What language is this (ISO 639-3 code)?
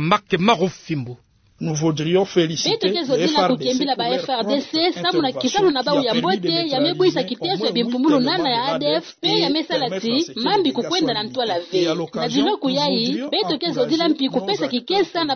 ktu